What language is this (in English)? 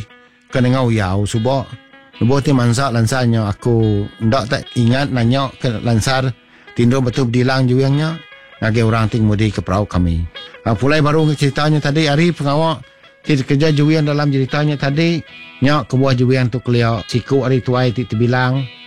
Iban